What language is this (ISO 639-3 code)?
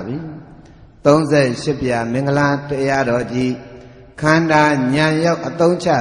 mya